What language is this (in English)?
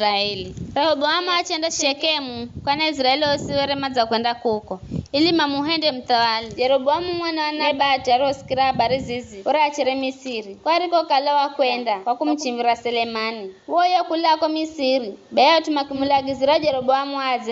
Giryama